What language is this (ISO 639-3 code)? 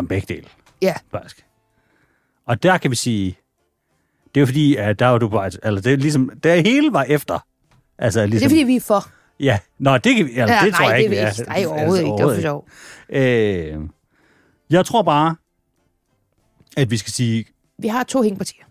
dan